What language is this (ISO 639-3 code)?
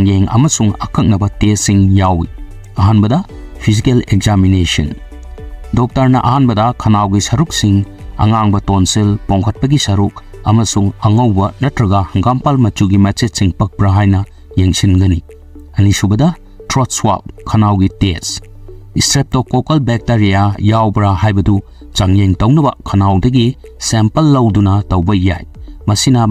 mni